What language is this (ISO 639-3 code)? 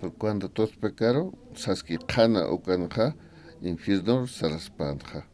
aym